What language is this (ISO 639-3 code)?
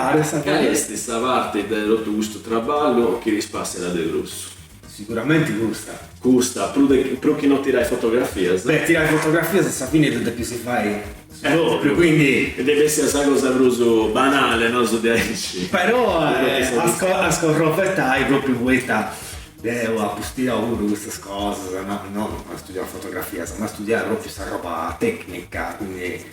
srd